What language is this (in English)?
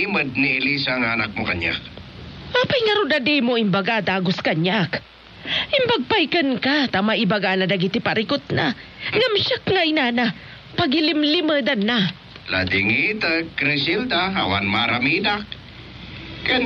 Iloko